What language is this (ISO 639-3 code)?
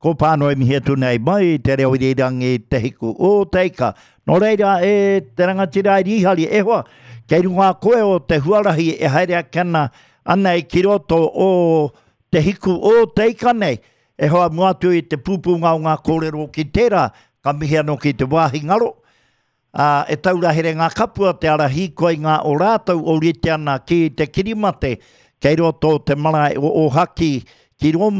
mri